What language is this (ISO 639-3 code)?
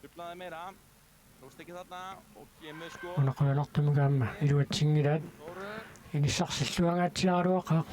kal